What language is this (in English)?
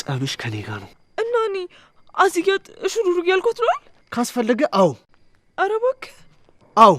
Amharic